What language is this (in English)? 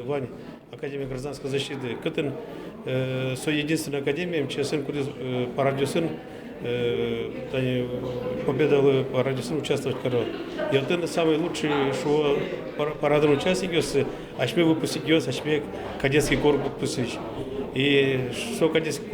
Udmurt